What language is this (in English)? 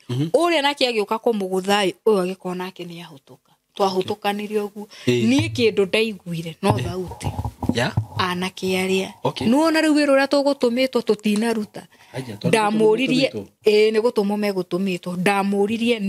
Kikuyu